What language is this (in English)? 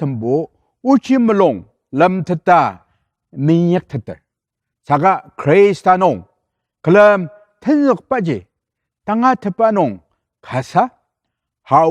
Ao Naga